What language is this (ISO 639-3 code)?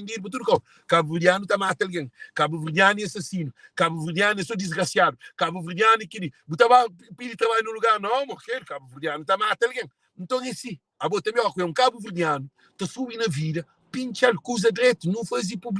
kea